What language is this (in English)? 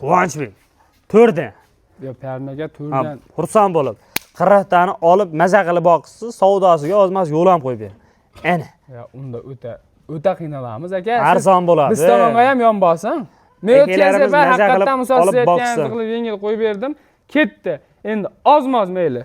Uzbek